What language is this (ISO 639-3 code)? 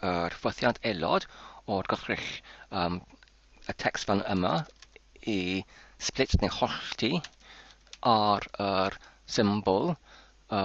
cym